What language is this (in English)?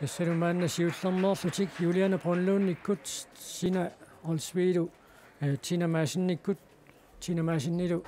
Kalaallisut